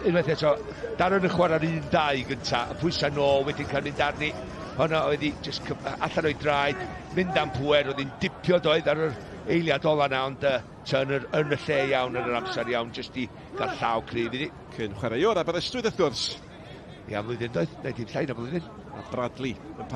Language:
Welsh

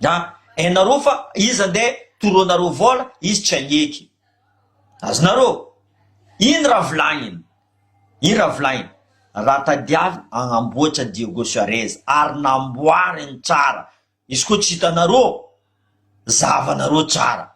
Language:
Malagasy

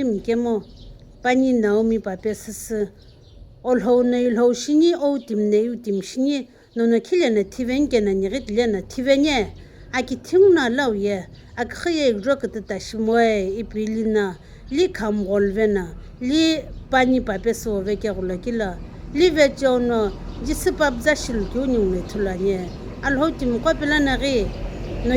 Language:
Sumi Naga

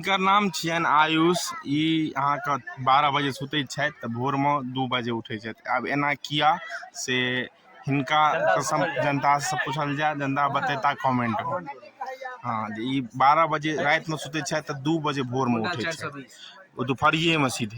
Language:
Maithili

